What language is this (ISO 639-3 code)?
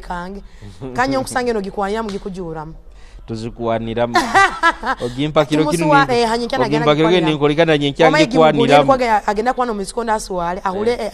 ttj